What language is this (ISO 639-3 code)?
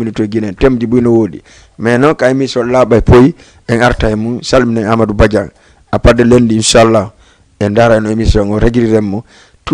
ful